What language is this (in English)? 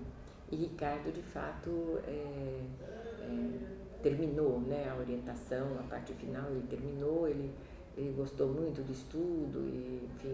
Portuguese